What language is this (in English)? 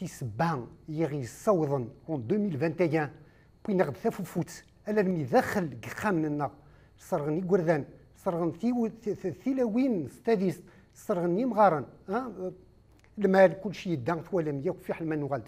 Kabyle